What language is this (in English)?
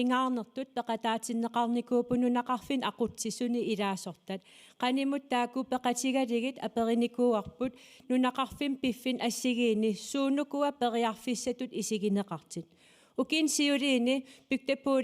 Kalaallisut